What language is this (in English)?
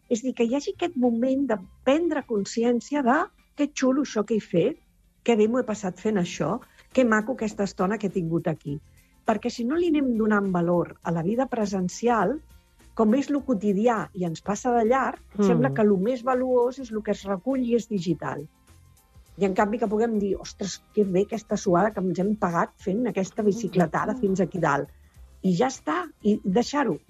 Catalan